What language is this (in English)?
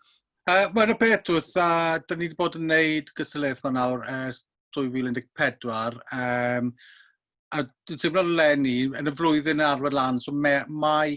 Welsh